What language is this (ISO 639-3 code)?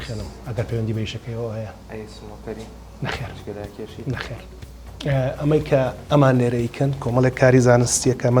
ckb